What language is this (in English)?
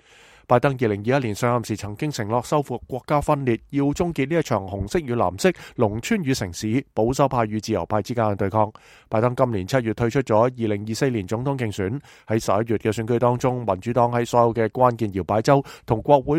Cantonese